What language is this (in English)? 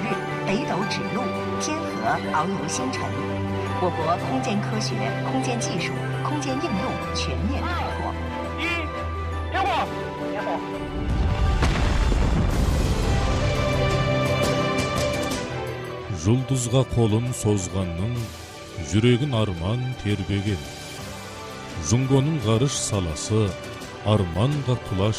Kazakh